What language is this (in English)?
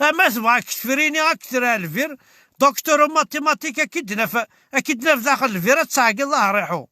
Kabyle